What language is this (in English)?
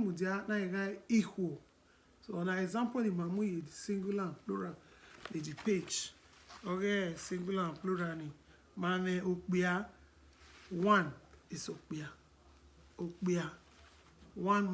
Bini